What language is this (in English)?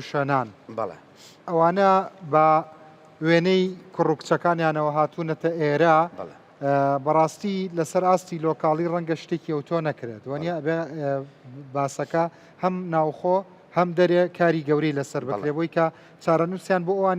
Central Kurdish